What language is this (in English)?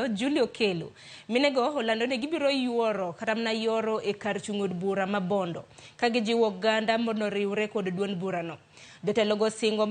Luo (Kenya and Tanzania)